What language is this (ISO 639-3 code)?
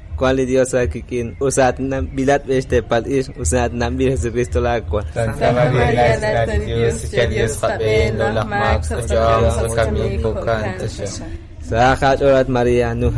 kek